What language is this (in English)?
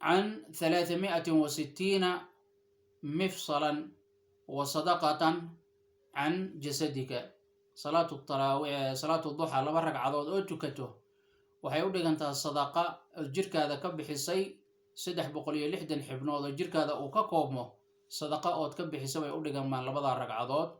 Somali